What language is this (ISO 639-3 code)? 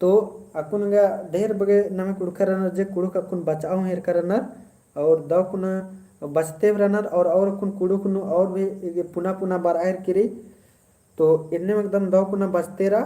kru